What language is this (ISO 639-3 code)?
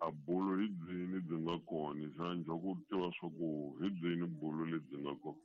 tso